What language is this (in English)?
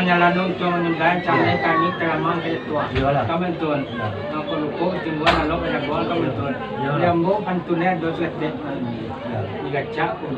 Minangkabau